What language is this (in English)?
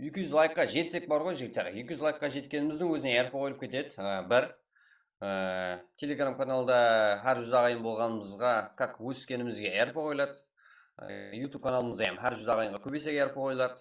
Kara-Kalpak